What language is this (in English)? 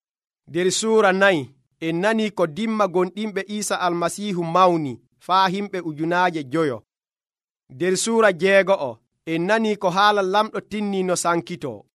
Nigerian Fulfulde